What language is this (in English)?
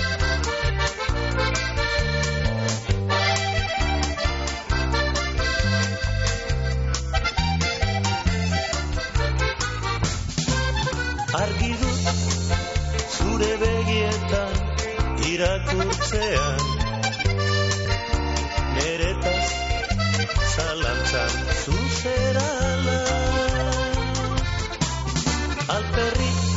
Basque